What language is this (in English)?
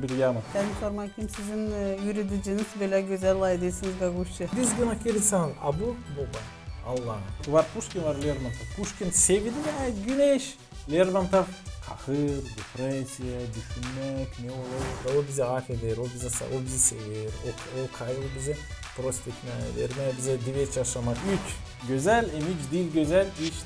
Gagauz